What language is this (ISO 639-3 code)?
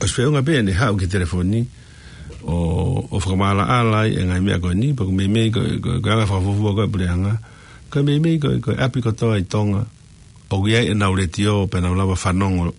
ton